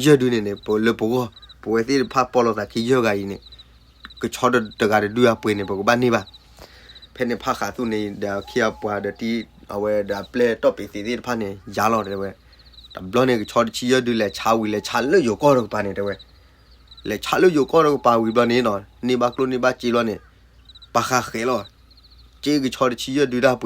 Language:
S'gaw Karen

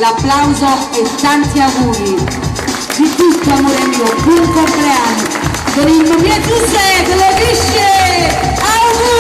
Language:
Neapolitan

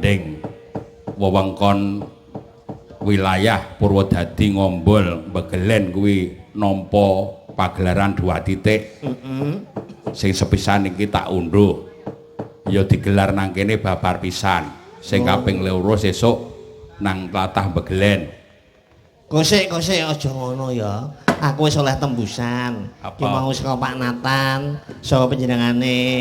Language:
Javanese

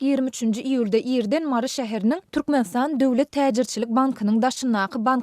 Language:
Turkmen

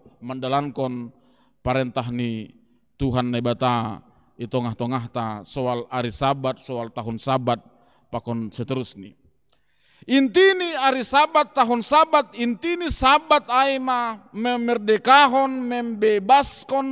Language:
Batak Simalungun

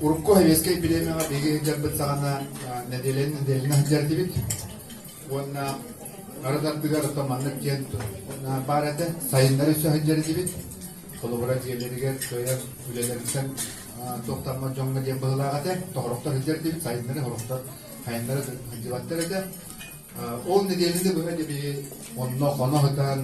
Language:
Yakut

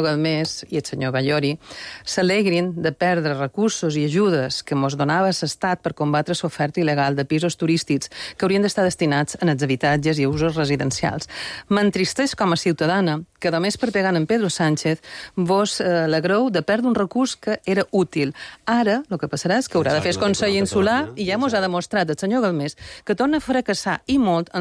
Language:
Catalan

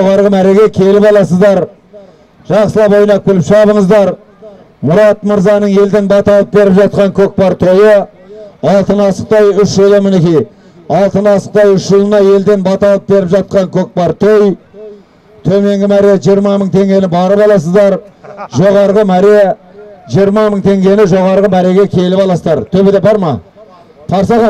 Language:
Kazakh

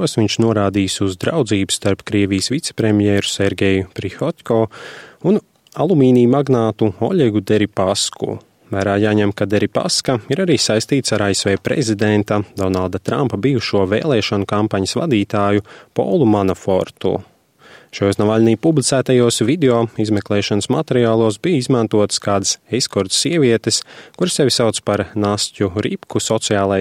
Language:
Latvian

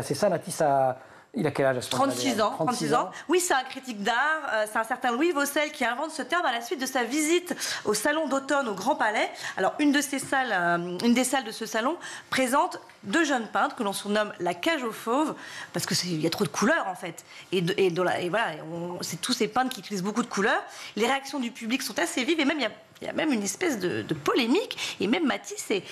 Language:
French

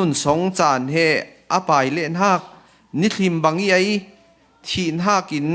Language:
Falam Chin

